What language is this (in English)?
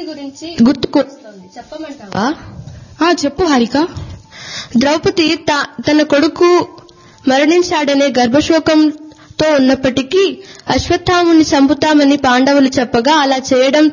Telugu